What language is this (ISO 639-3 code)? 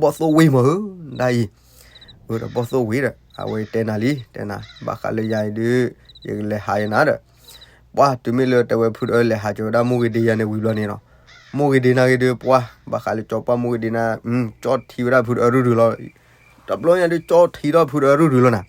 ksw